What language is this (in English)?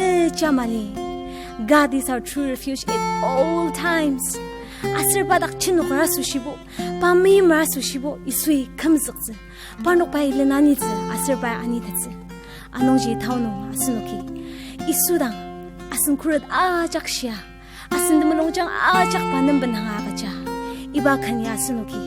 Ao Naga